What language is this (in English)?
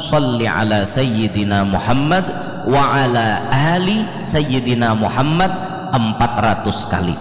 Banjar